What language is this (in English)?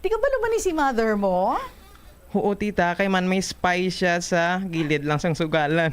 Hiligaynon